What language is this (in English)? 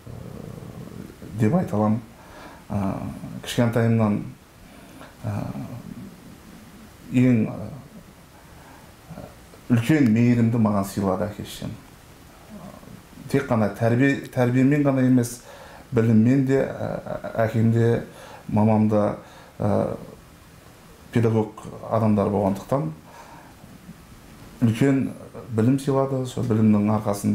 Kazakh